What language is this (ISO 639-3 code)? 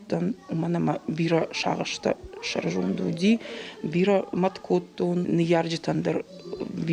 oss